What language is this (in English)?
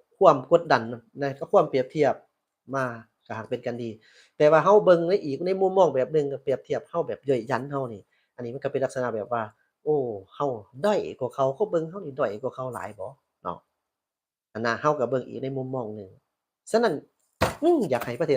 Lao